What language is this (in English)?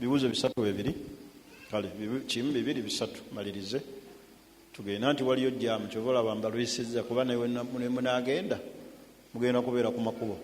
Ganda